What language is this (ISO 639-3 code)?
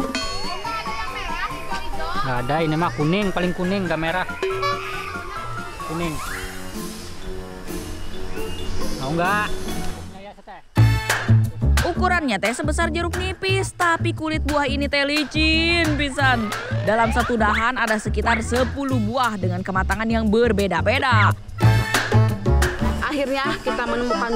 ind